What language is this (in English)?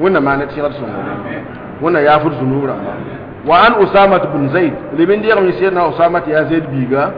Mossi